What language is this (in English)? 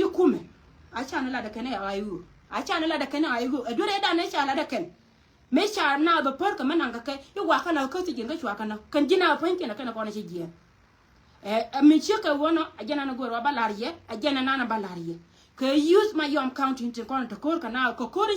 Nuer